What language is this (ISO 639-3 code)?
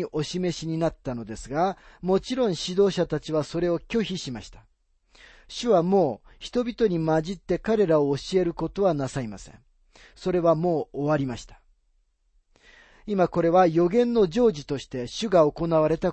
jpn